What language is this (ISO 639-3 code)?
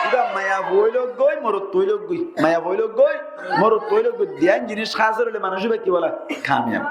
rhg